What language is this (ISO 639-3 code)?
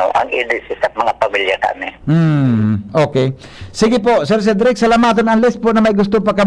bik